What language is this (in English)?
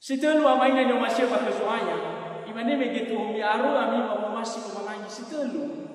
Nias